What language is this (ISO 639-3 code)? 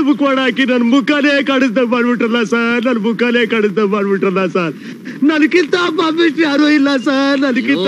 kan